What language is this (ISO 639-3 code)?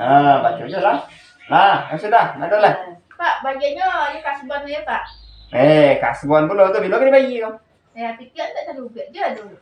min